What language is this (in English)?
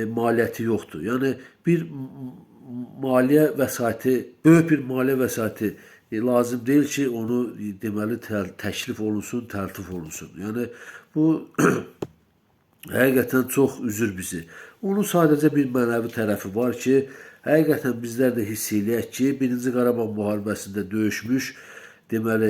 Azerbaijani